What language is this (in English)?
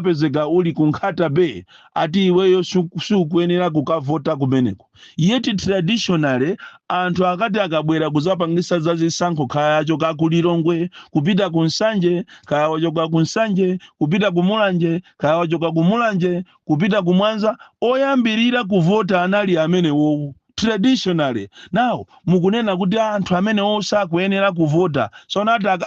Nyanja